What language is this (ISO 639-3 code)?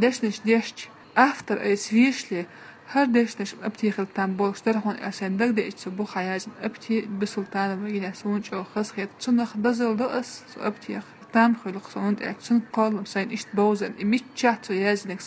che